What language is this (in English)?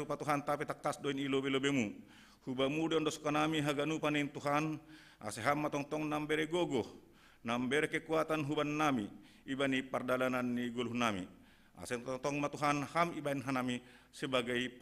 Batak Simalungun